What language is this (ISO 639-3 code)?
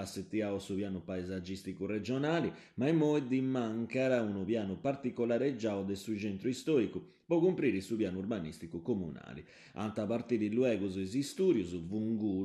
srd